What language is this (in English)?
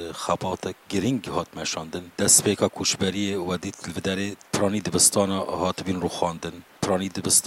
Kurdish